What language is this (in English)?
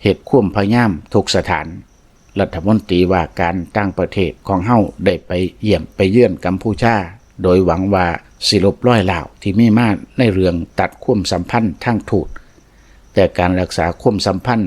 Lao